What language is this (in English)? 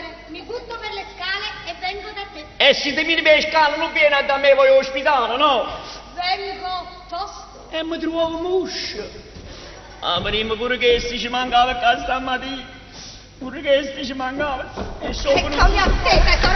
Neapolitan